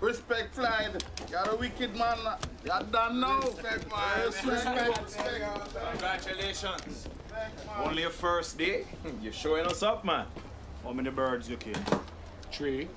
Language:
Jamaican Creole English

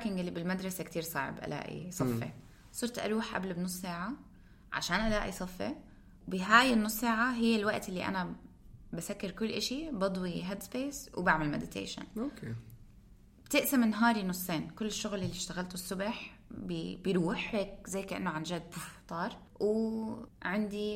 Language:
North Levantine Arabic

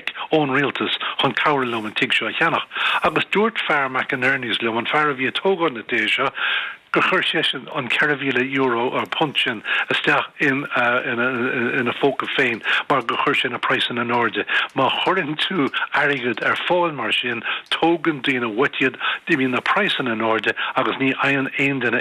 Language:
Irish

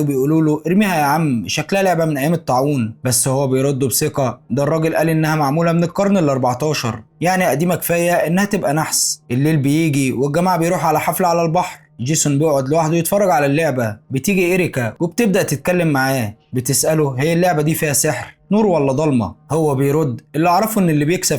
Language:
Egyptian Arabic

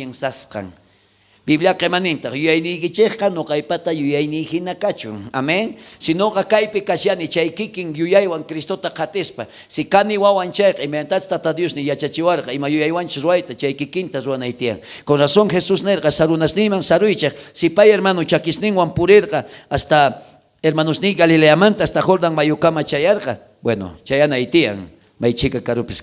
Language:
South Bolivian Quechua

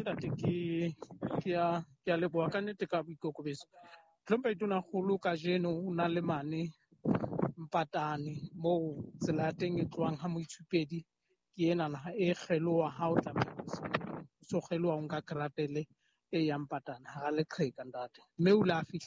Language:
Southern Sotho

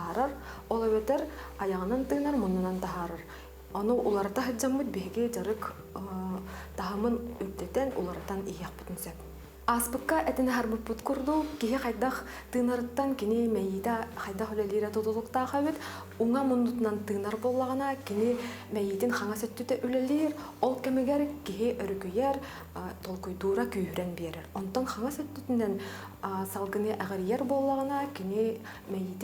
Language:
Yakut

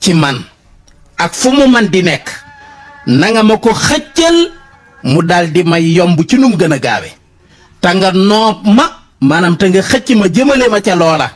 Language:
Wolof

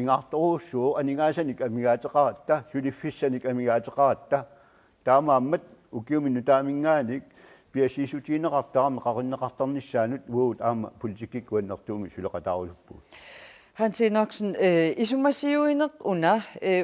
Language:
Kalaallisut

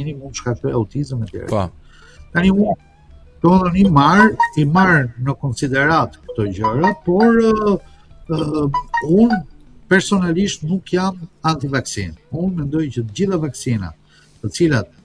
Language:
Albanian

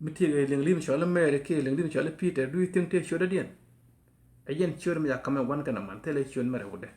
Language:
Nuer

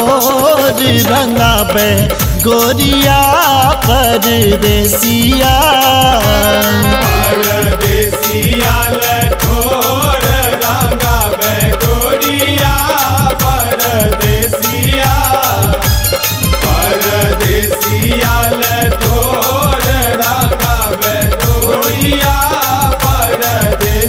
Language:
Maithili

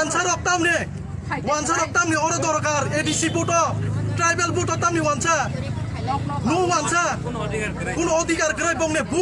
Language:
Kok Borok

